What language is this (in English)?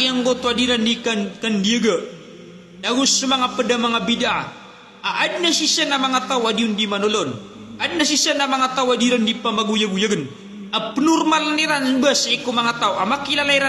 Maranao